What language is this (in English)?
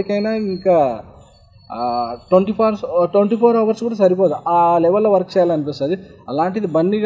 Telugu